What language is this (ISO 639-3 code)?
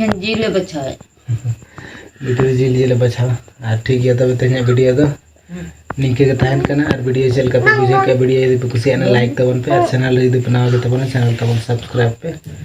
sat